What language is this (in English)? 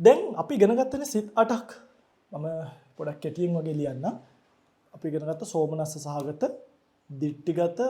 Sinhala